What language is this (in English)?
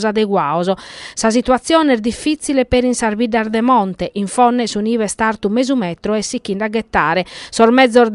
Sardinian